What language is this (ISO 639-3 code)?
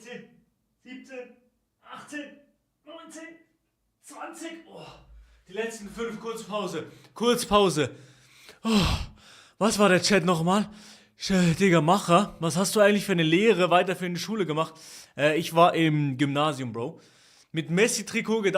gsw